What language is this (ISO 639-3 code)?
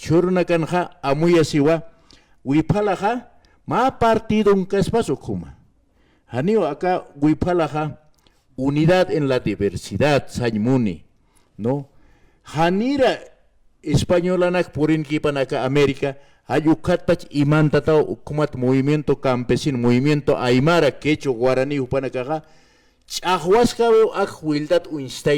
aym